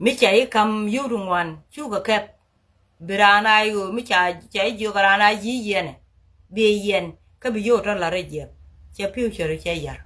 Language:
Nuer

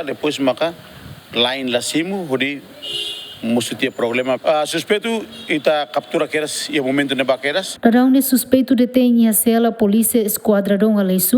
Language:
Tetum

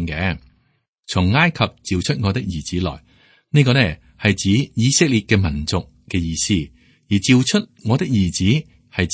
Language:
Cantonese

